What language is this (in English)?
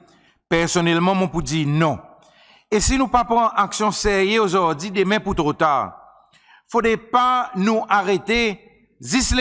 Seselwa Creole French